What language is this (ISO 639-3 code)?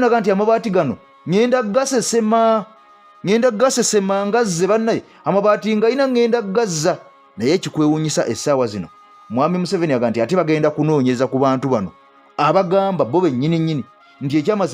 lug